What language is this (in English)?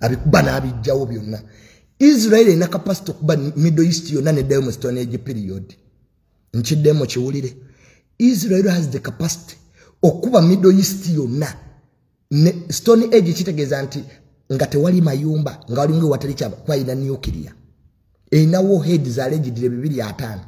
Ganda